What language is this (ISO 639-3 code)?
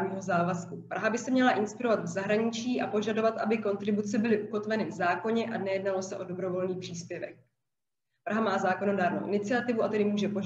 ces